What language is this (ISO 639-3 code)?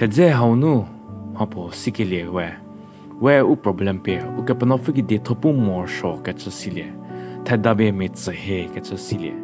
njm